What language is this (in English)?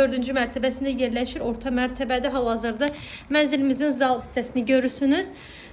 Azerbaijani